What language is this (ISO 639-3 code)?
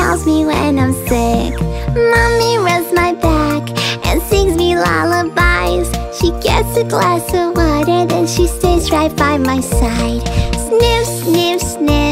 eng